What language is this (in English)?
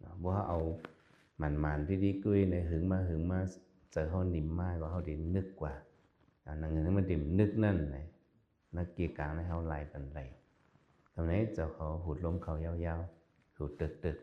Shan